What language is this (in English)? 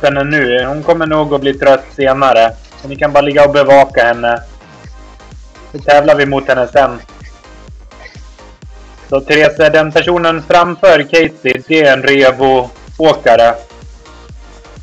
Swedish